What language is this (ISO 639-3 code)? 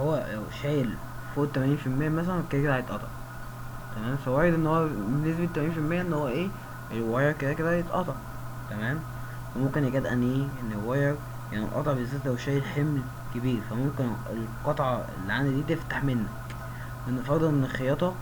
arz